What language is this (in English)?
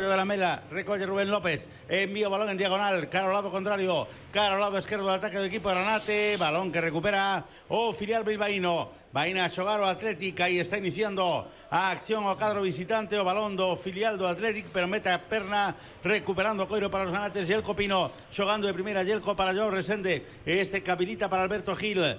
Galician